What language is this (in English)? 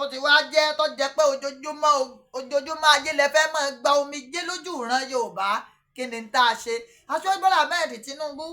Yoruba